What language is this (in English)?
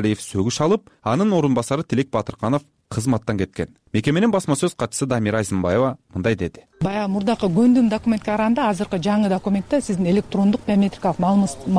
Kyrgyz